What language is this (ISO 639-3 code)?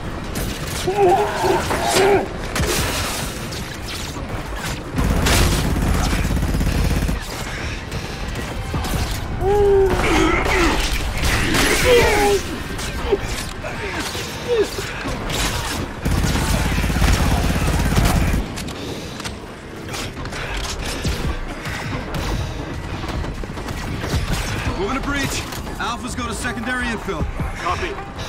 eng